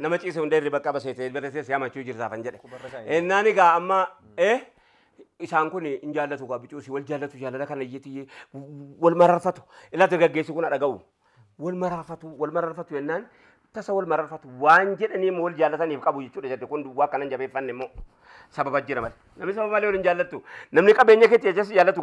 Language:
Oromo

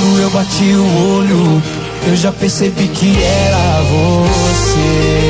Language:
Portuguese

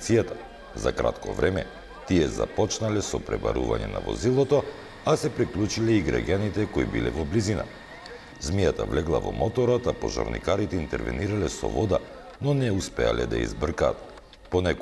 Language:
Macedonian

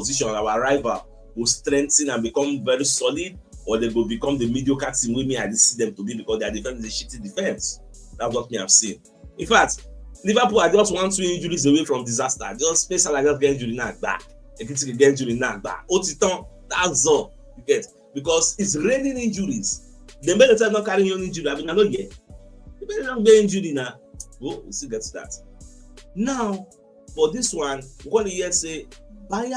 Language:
Nigerian Pidgin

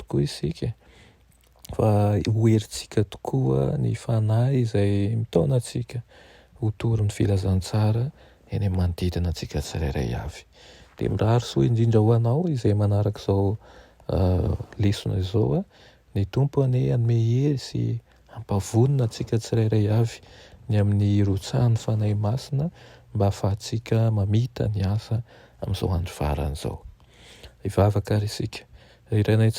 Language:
Malagasy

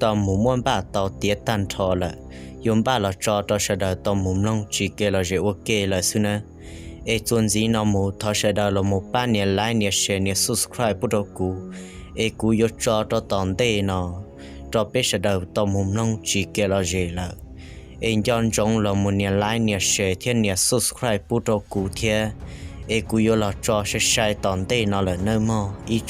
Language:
Hmong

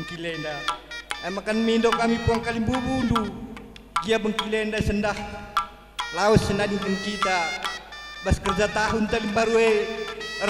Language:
Batak Karo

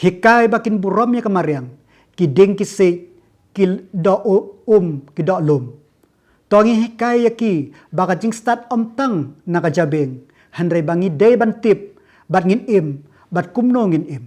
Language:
Khasi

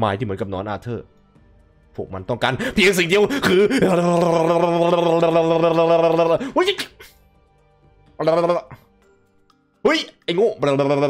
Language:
Thai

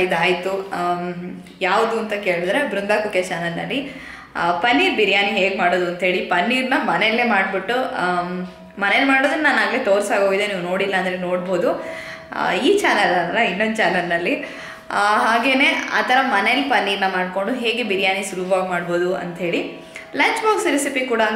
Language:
Kannada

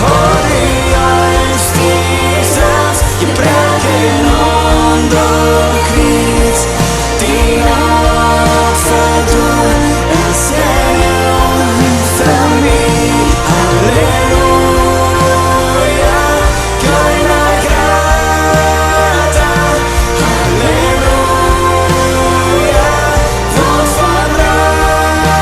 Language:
Plautdietsch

